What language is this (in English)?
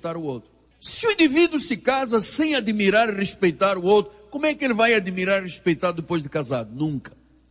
Portuguese